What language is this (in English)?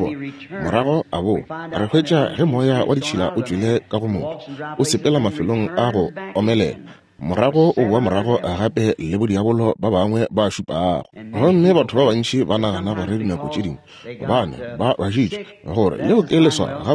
Northern Sotho